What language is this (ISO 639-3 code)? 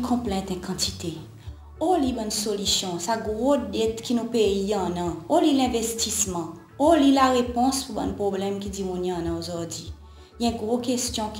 crs